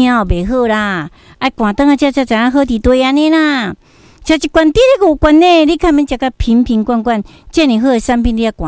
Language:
Min Nan Chinese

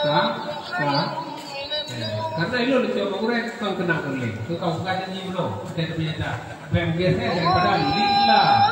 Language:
Achinese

